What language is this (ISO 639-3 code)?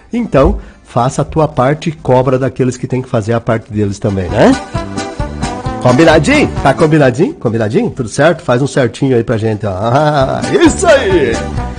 por